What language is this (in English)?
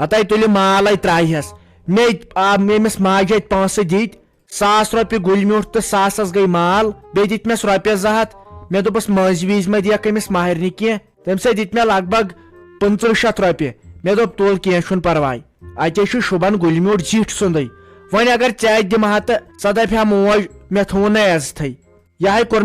Kashmiri